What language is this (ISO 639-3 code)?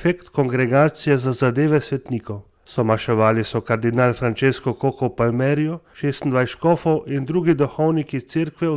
slv